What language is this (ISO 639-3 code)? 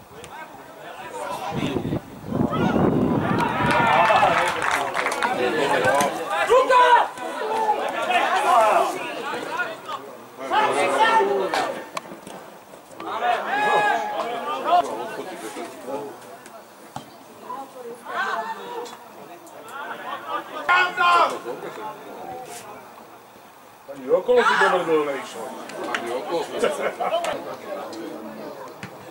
slk